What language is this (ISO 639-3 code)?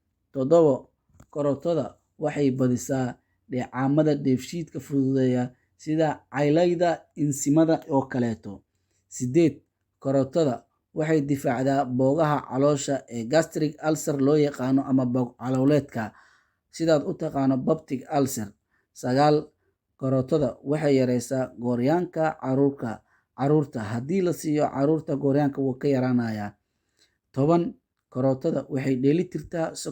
som